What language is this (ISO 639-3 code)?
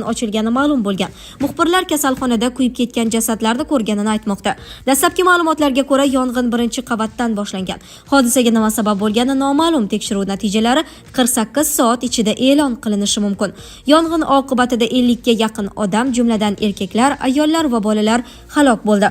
uzb